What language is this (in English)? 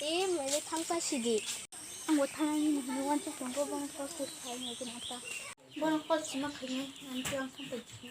Kok Borok